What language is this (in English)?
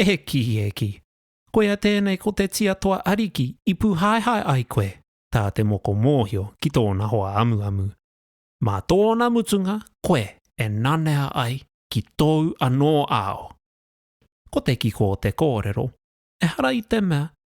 Māori